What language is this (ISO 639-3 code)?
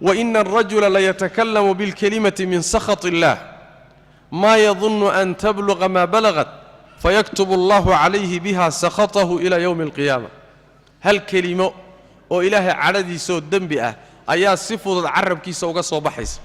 som